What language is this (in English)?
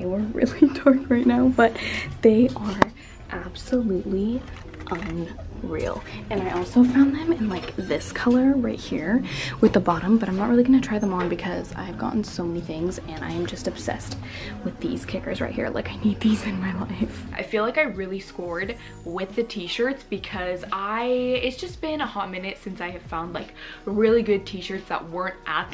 English